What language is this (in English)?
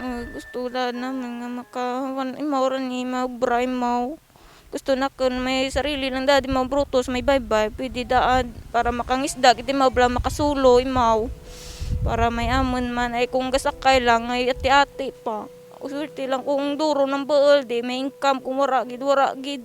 Kinaray-a